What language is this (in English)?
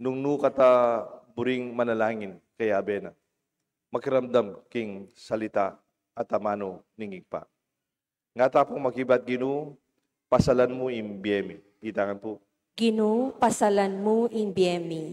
Pampanga